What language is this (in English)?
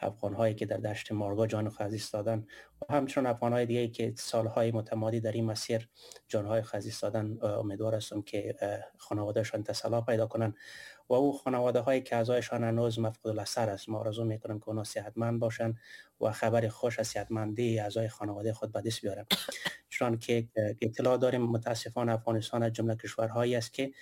Persian